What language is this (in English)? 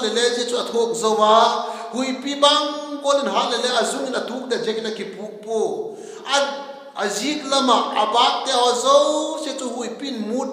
Vaiphei